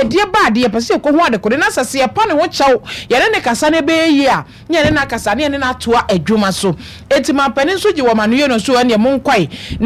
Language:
Akan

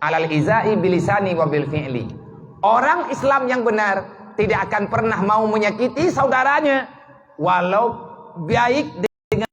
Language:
Achinese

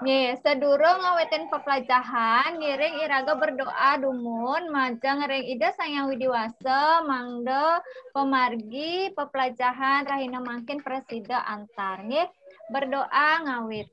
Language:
Balinese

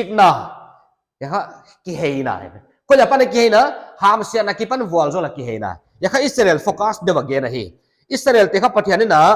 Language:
Paite Chin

